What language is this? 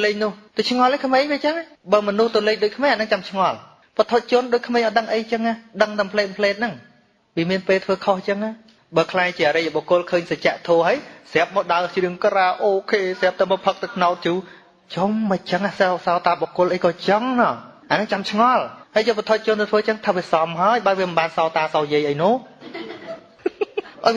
Khmer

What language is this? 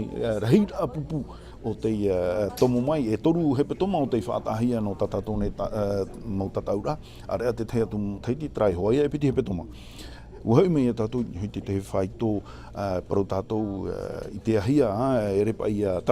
Tahitian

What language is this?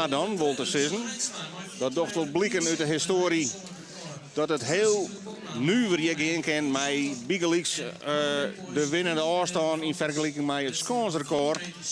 Western Frisian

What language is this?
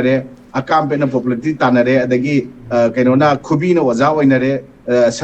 Manipuri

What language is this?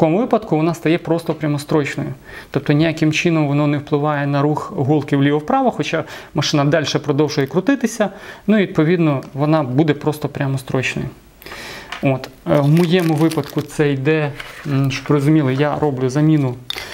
Ukrainian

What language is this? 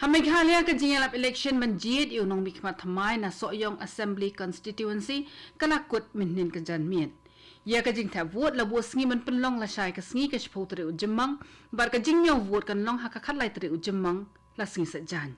Khasi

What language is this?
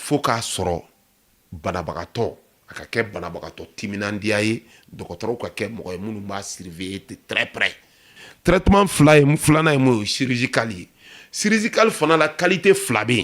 Bambara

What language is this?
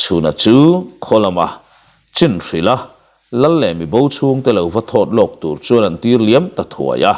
Mizo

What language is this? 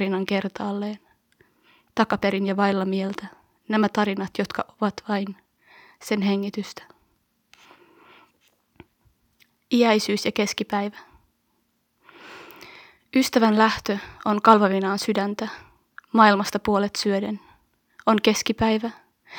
Finnish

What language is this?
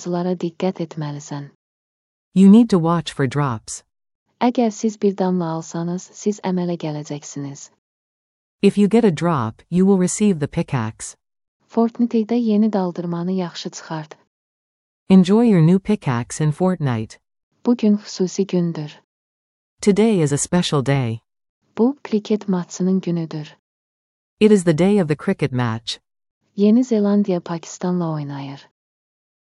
Azerbaijani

